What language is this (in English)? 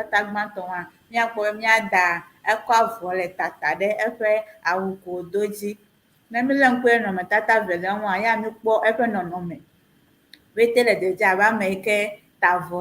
Ewe